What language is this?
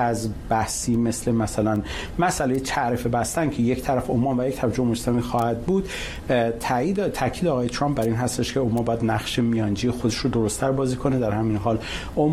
Persian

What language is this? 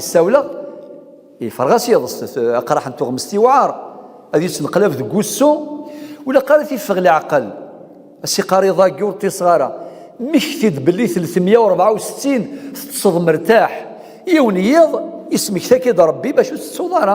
Kabyle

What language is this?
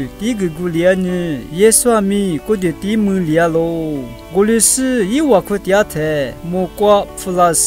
Lisu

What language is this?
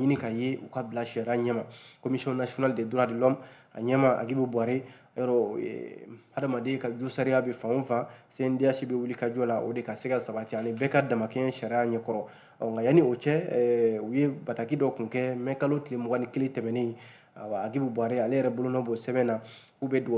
Bambara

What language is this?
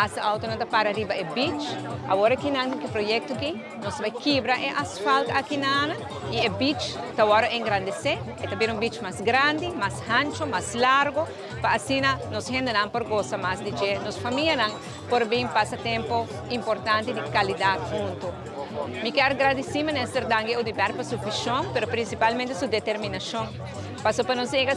Papiamento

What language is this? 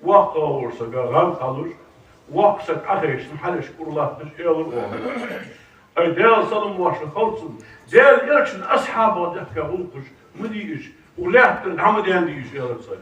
Ingush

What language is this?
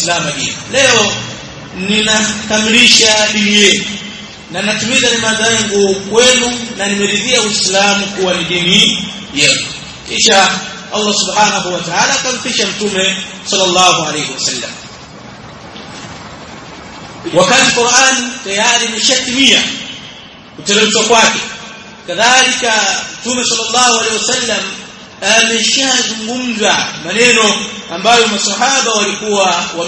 Swahili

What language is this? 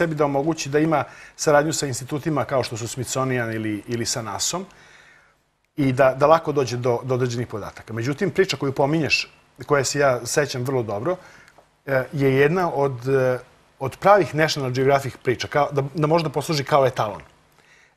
Serbian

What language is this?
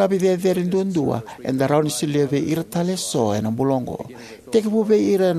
Fijian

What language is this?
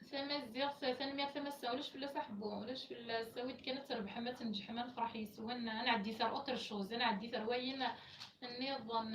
Kabyle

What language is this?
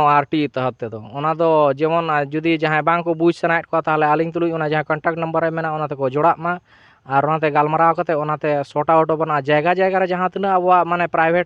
Santali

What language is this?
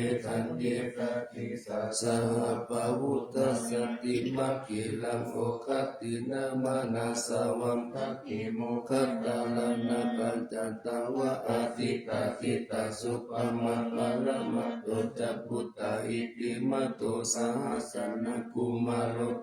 Pali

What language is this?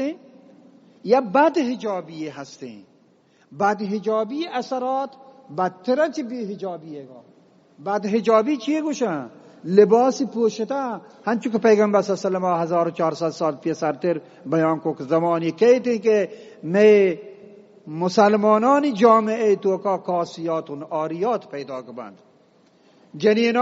Eastern Balochi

